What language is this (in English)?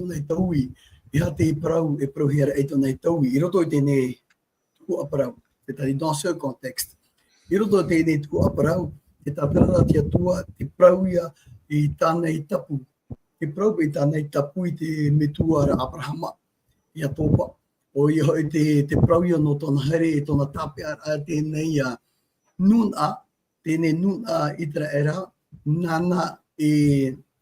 Tahitian